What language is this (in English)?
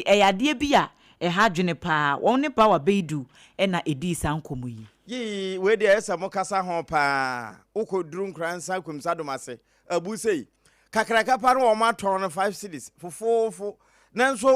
Akan